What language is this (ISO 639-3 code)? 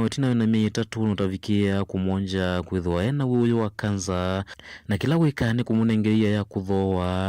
kam